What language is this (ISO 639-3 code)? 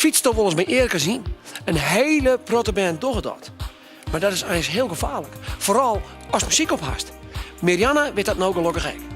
fry